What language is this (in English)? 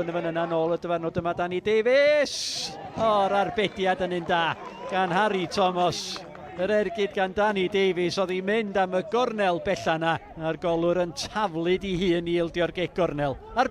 Welsh